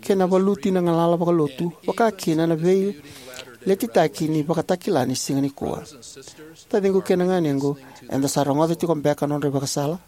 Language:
Fijian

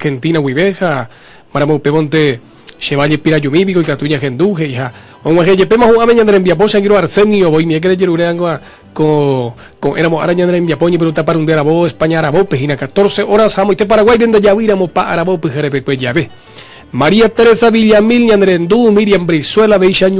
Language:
Guarani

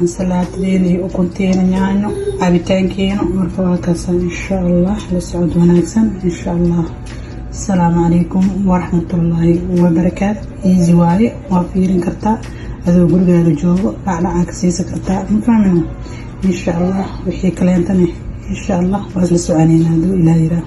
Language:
Somali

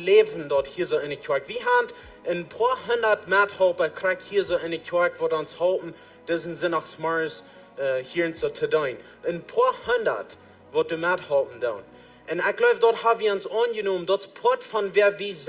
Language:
Plautdietsch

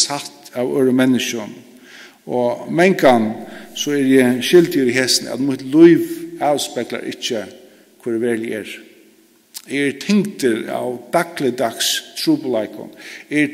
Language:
Faroese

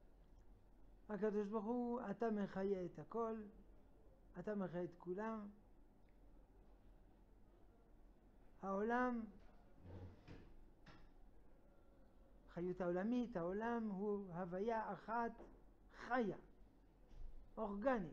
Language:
Hebrew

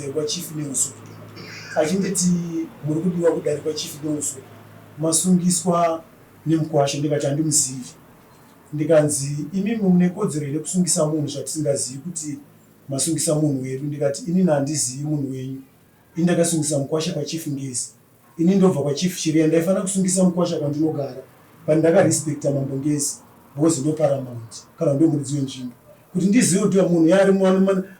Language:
Shona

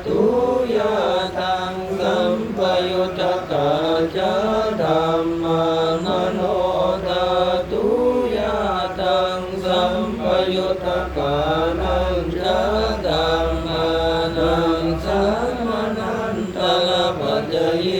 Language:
Pali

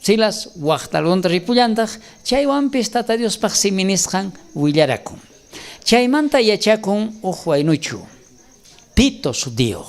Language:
South Bolivian Quechua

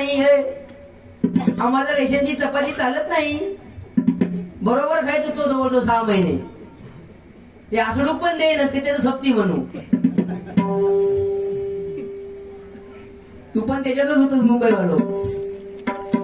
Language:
Marathi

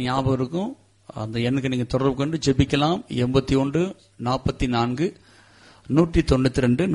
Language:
Tamil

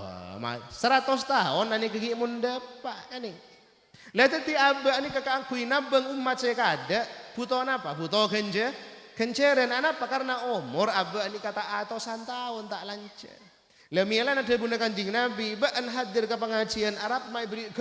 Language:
Madurese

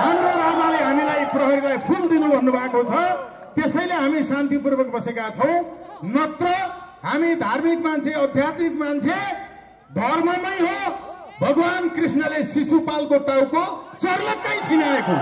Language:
Nepali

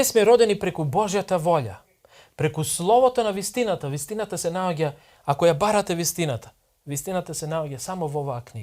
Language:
Macedonian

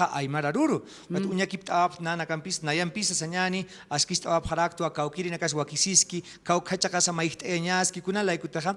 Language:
Aymara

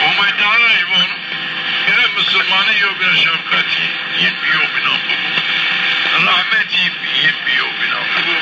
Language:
Zaza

